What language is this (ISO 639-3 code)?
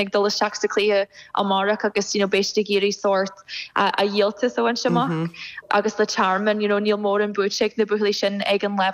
gle